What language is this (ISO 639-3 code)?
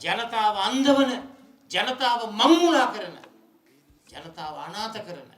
sin